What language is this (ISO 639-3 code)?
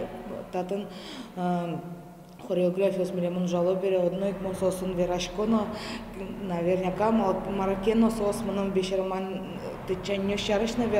udm